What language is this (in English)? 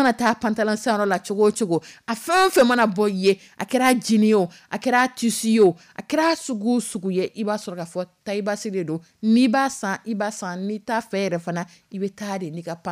Dyula